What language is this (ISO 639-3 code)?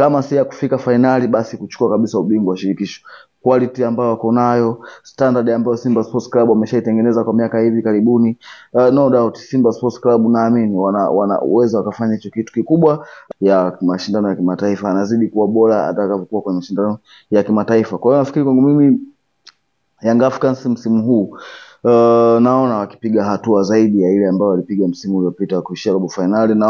swa